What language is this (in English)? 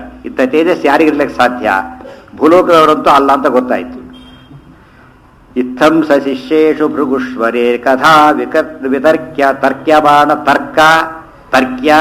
Kannada